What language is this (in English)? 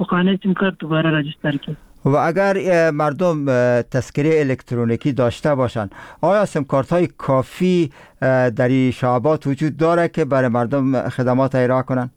Persian